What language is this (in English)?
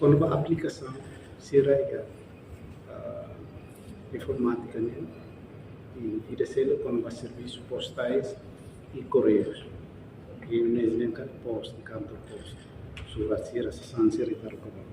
Tetum